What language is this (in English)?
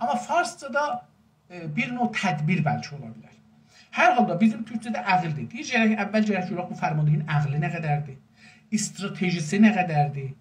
South Azerbaijani